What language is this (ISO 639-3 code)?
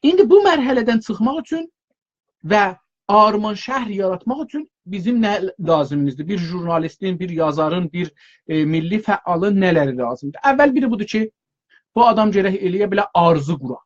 azb